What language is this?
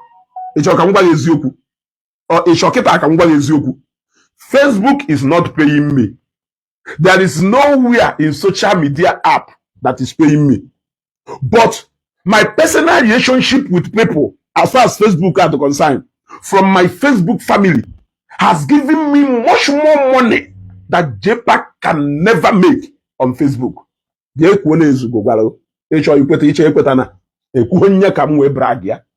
Igbo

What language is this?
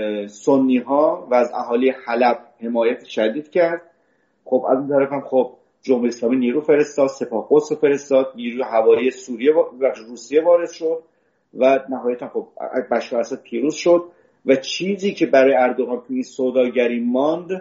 Persian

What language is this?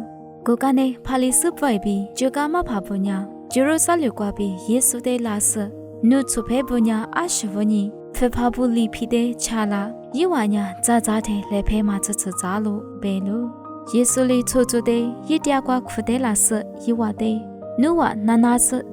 Lisu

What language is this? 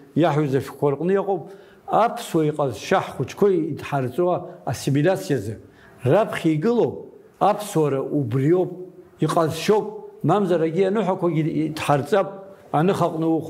Abkhazian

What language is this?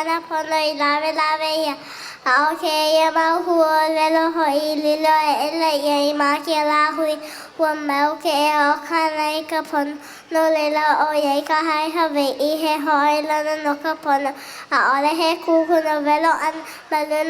Hawaiian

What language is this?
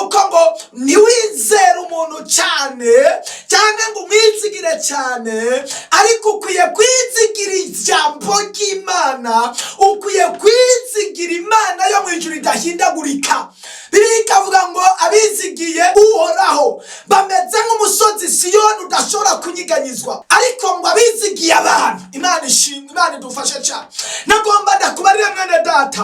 Rundi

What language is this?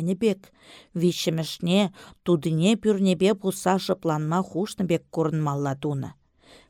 Chuvash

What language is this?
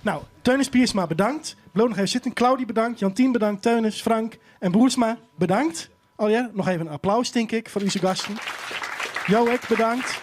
Western Frisian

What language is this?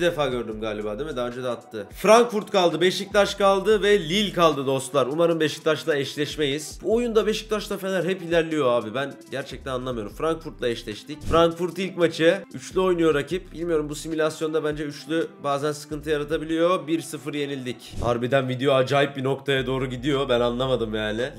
Turkish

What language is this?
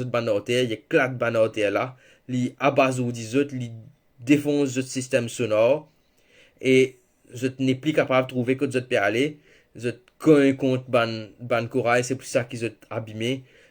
Morisyen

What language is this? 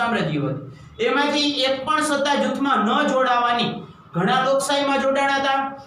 Gujarati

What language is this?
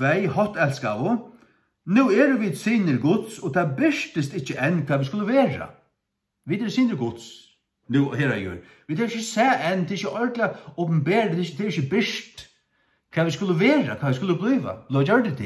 Faroese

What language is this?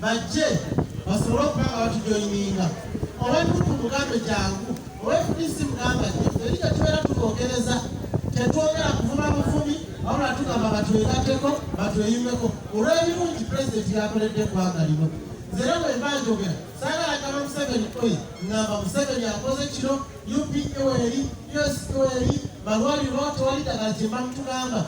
Ganda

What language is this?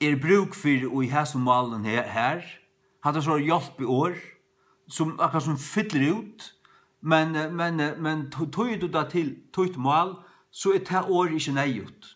Faroese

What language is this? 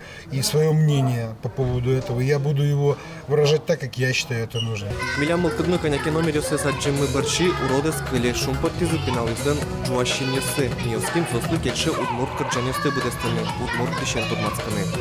Udmurt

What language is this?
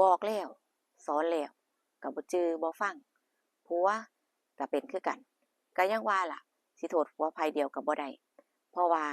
Northeastern Thai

